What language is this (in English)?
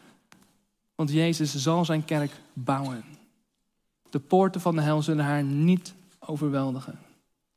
Dutch